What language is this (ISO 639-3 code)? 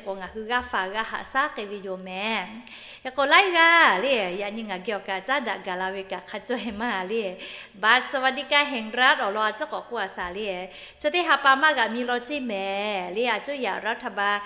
lhu